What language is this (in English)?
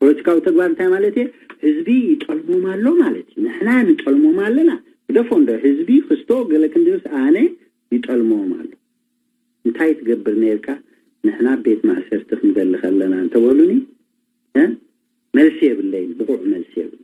Tigrinya